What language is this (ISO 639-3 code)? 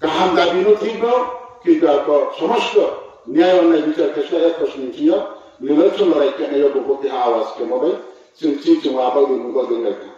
ria